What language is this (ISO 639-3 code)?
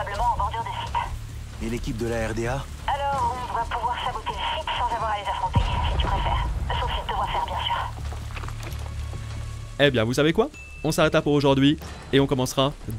fra